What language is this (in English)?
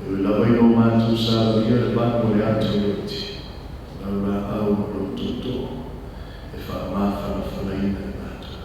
Samoan